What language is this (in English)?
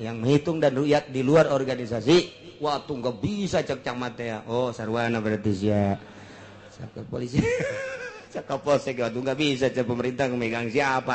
Sundanese